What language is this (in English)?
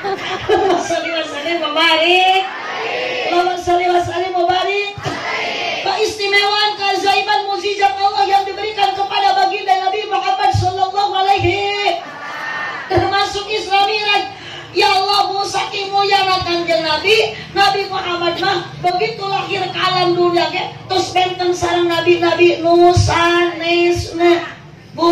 Sundanese